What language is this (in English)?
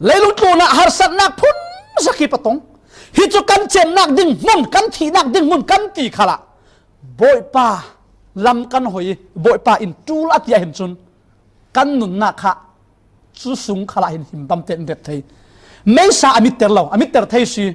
Falam Chin